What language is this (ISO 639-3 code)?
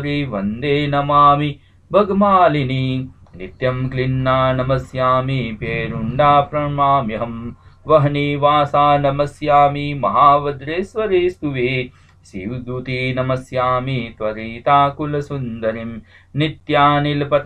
san